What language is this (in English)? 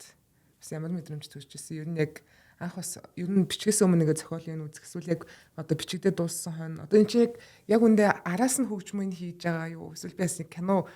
Mongolian